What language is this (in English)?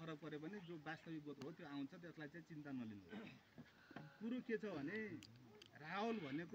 Nepali